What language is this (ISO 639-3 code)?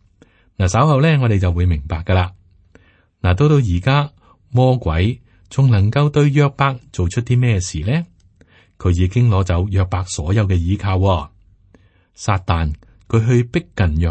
yue